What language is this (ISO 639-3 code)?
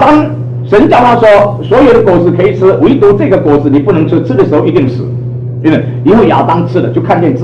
zho